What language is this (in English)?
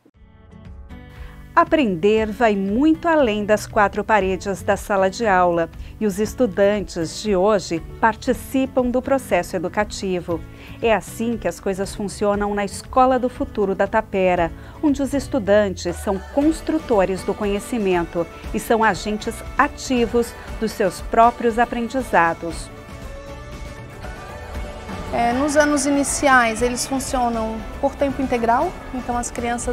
Portuguese